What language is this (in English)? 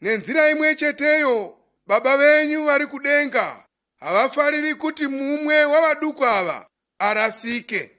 Shona